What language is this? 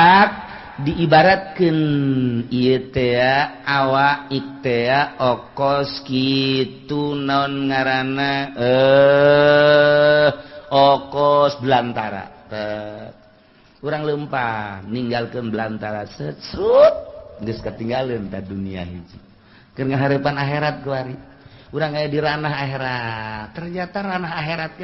Sundanese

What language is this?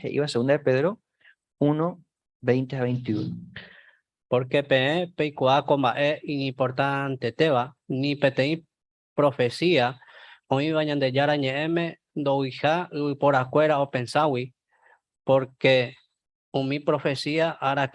Guarani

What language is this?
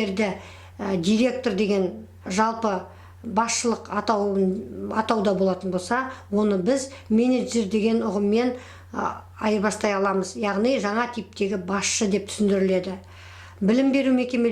Kazakh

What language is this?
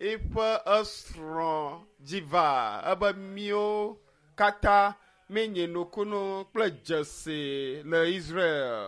Ewe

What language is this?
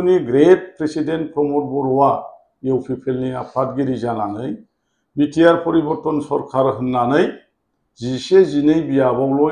Bodo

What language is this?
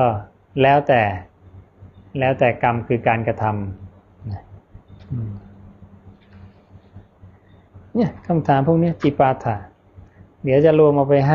Thai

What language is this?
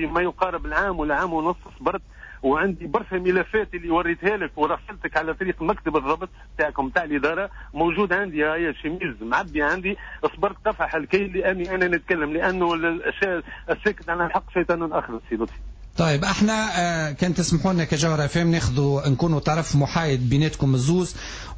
Tunisian Arabic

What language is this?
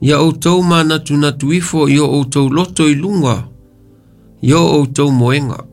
Samoan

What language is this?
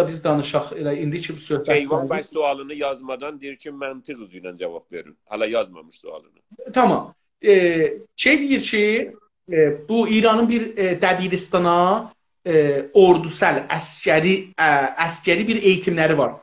South Azerbaijani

